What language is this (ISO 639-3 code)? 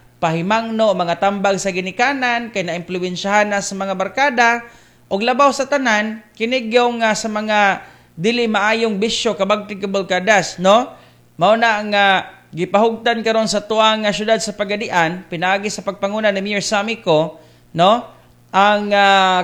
ceb